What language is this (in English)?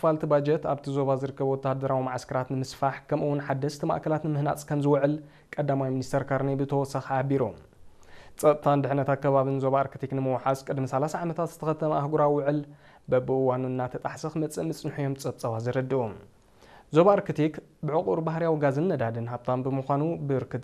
Tigrinya